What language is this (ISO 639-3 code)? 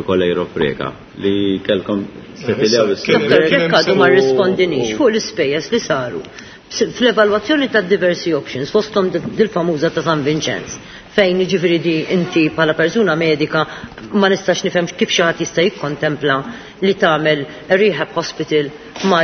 mlt